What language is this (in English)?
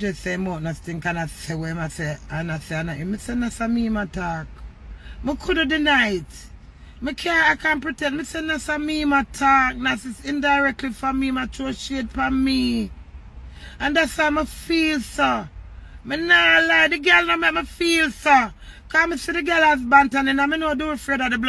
Jamaican Creole English